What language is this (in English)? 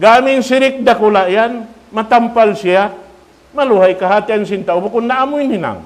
Tausug